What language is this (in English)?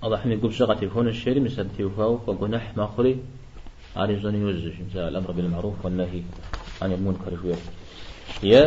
Kabardian